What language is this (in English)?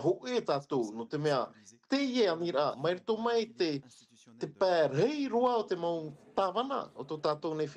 Tahitian